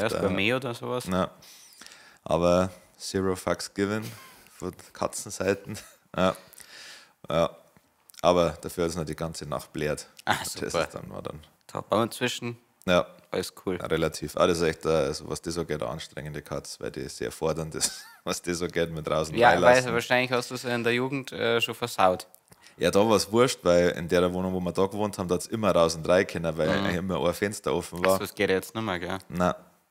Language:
Bavarian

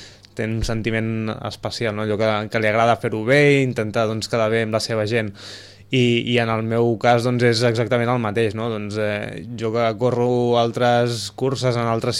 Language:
Catalan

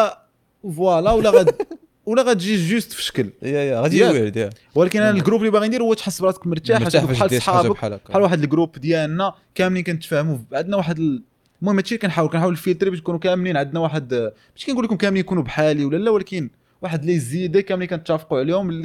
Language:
Moroccan Arabic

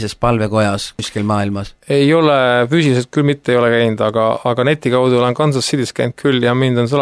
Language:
Estonian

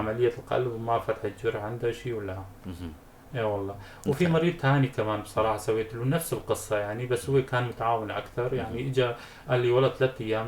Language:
North Levantine Arabic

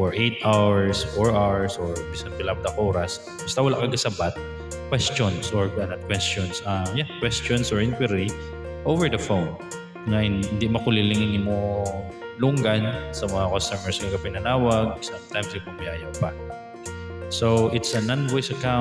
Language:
Hiligaynon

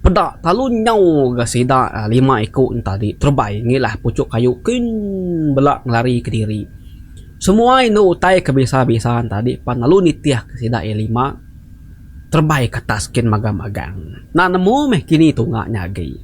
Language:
Iban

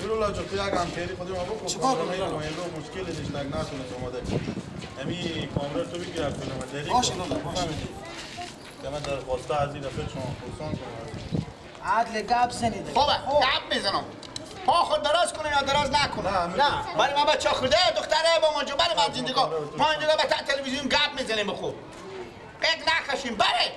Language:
Persian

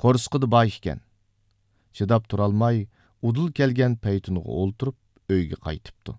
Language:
Uyghur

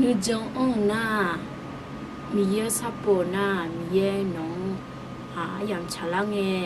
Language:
Akha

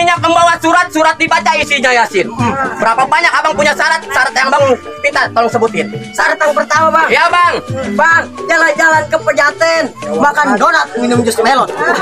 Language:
Betawi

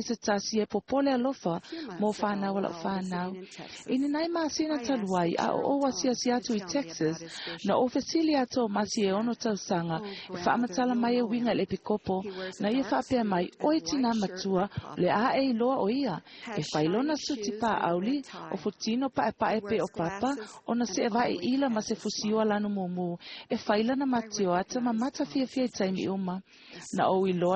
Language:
Samoan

